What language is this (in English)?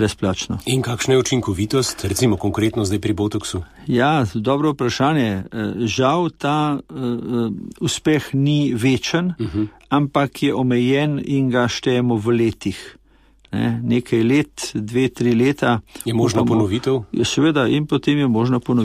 Slovenian